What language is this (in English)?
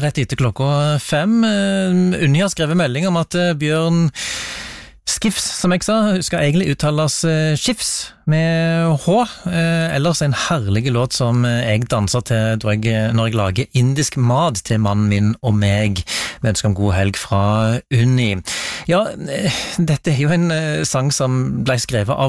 Norwegian